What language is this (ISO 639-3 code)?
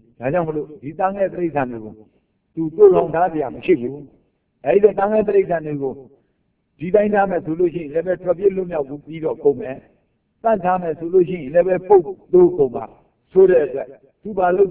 mya